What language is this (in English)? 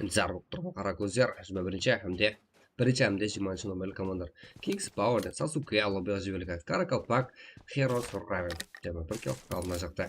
Kara-Kalpak